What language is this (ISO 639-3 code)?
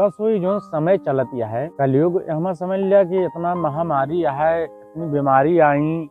awa